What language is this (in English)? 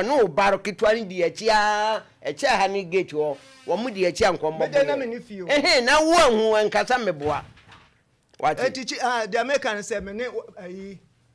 Akan